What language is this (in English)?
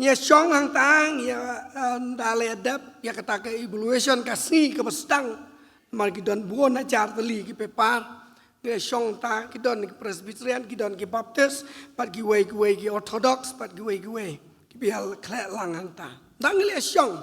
Khasi